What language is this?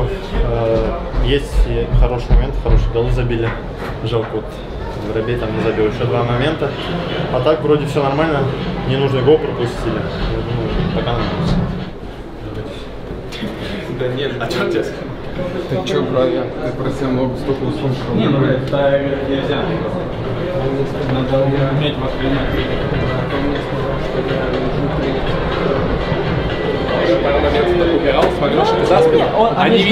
Russian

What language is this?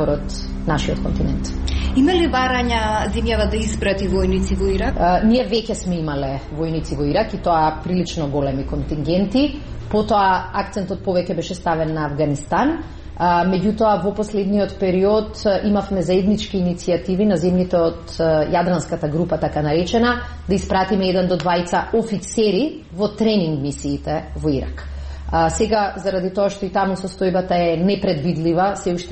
Macedonian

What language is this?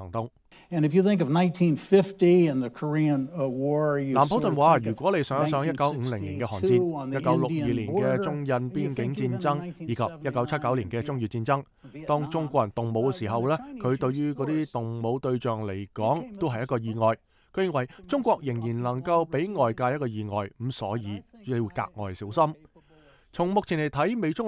Cantonese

